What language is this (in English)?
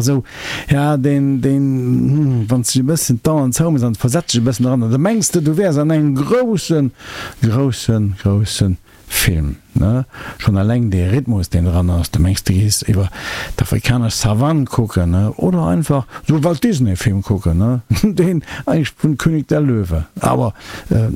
Luxembourgish